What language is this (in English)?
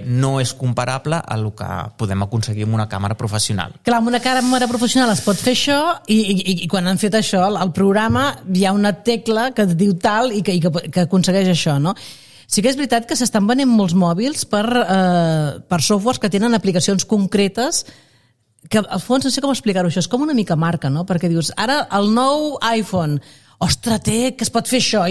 Catalan